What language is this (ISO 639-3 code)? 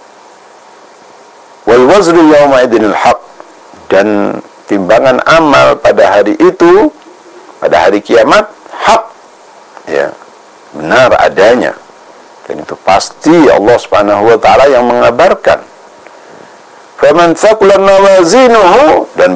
ind